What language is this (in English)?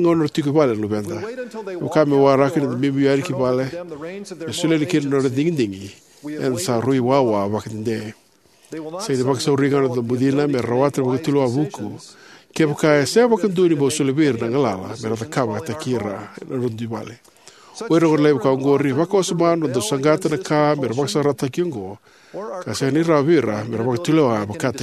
Fijian